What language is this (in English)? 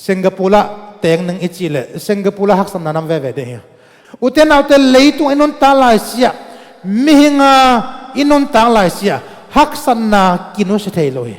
Tedim Chin